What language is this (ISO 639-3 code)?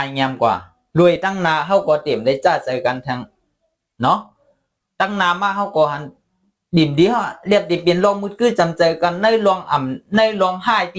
shn